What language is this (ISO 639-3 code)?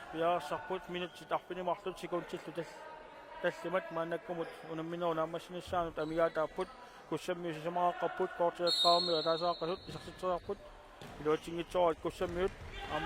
kal